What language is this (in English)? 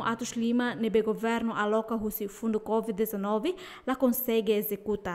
Tetum